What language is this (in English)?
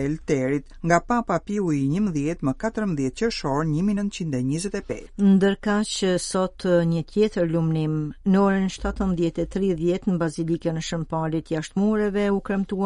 Albanian